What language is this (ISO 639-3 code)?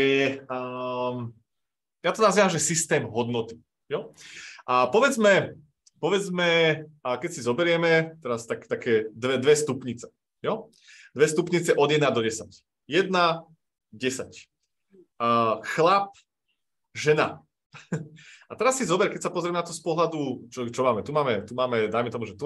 slk